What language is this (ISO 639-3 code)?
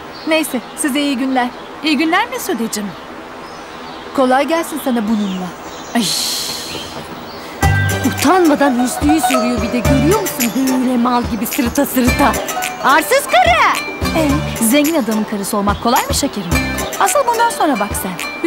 tur